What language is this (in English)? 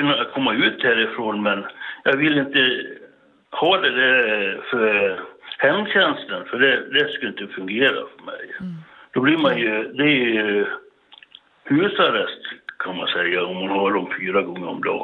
Swedish